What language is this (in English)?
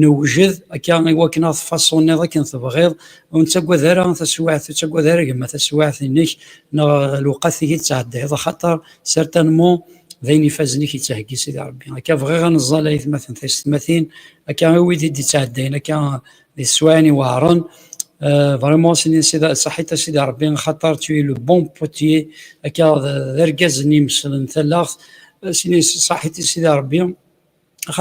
Kabyle